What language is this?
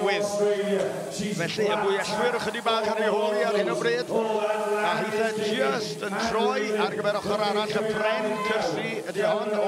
Welsh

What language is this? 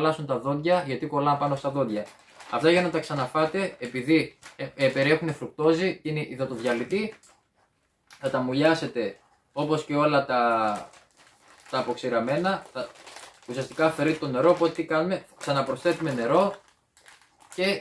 Greek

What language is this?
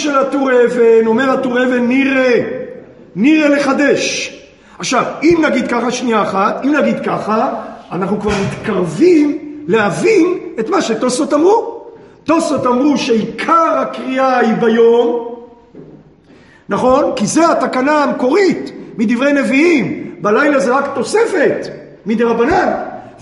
Hebrew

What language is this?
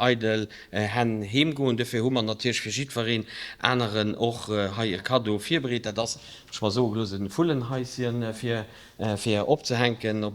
Luxembourgish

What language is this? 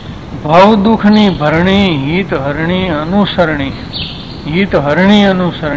Gujarati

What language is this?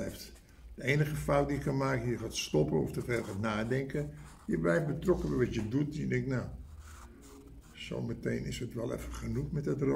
Dutch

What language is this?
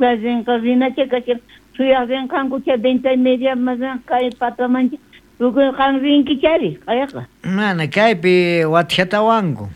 South Bolivian Quechua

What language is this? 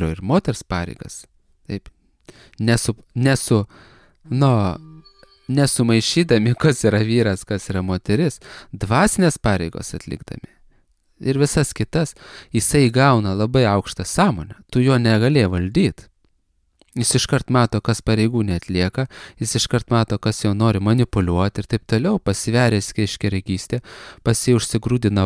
Lithuanian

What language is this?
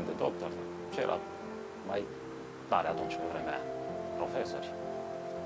Romanian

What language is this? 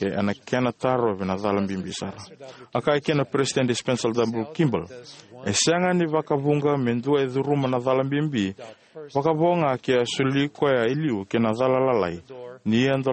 Fijian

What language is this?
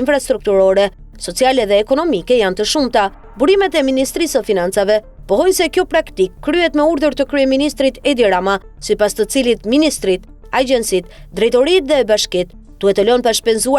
Albanian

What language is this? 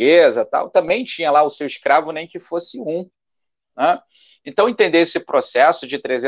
Portuguese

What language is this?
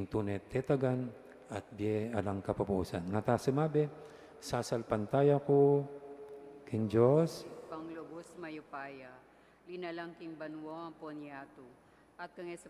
Pampanga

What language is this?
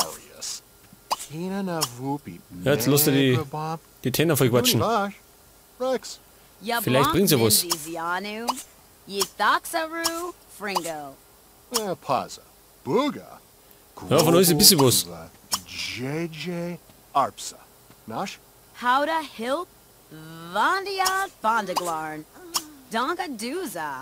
Bavarian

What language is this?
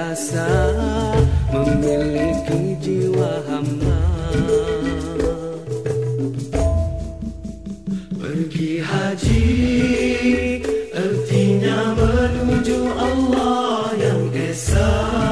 Malay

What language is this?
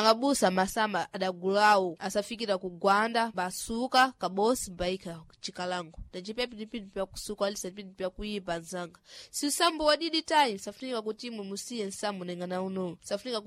Sena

